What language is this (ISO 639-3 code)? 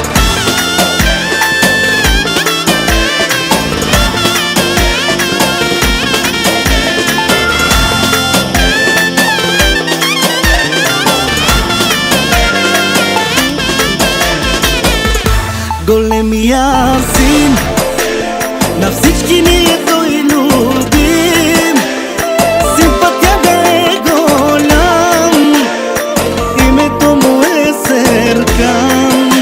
bul